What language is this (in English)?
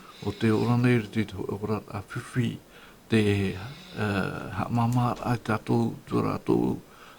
Tahitian